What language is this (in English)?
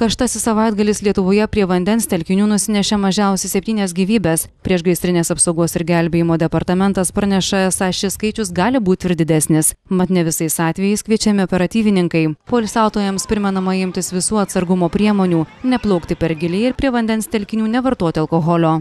Lithuanian